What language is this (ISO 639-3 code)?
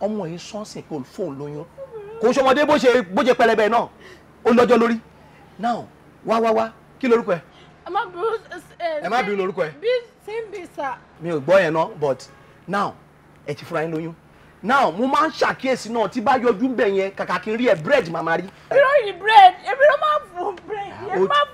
yor